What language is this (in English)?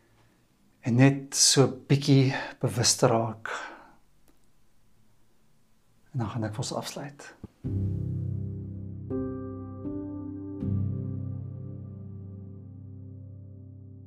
Afrikaans